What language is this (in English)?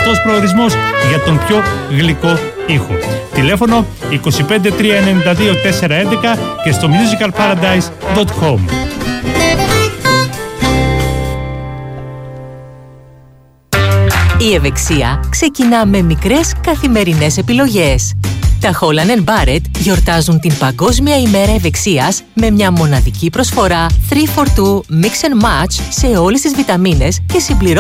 Greek